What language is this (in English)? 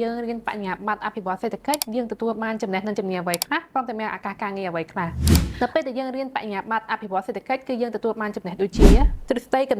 Khmer